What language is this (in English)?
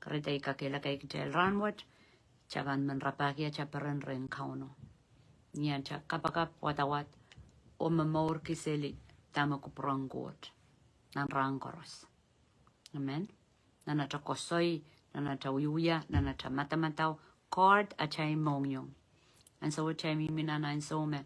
Pohnpeian